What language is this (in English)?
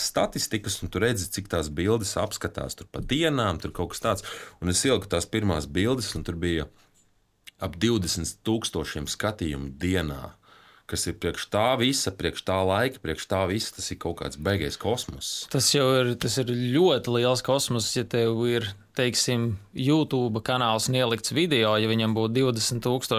Latvian